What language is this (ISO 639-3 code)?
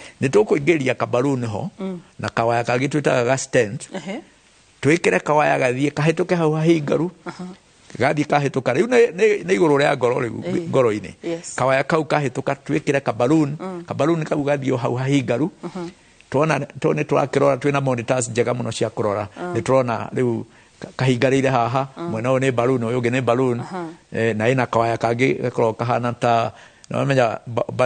kik